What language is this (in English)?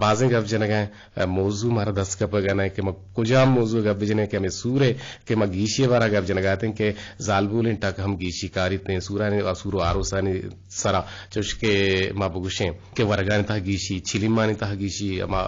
Eastern Balochi